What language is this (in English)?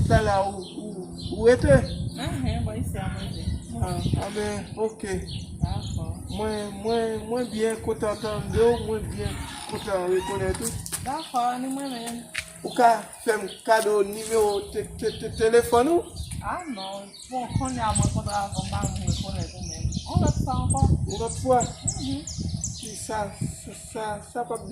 Haitian Creole